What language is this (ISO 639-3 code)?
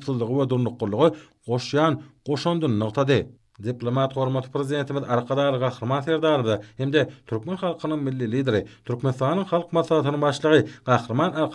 tuk